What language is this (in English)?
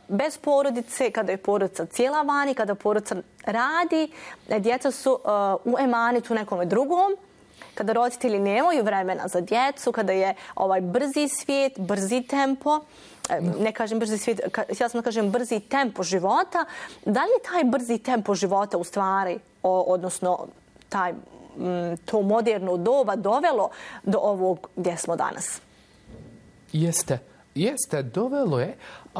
Bosnian